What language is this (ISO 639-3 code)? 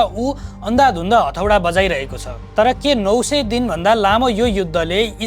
nep